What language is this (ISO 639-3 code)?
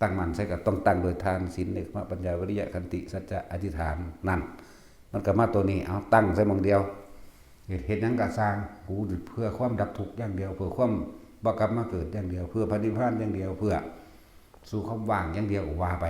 tts